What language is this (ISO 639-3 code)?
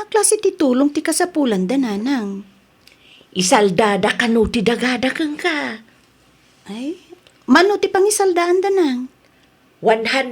ilo